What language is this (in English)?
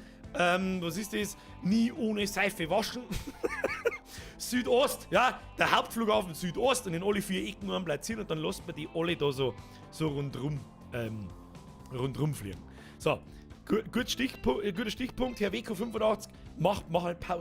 Bavarian